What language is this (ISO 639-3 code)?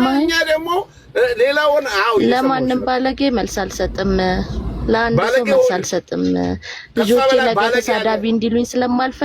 amh